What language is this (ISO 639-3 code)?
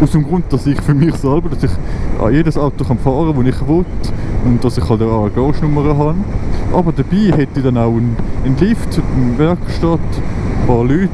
gsw